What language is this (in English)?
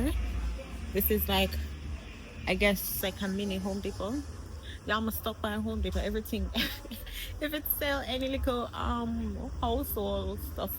Jamaican Creole English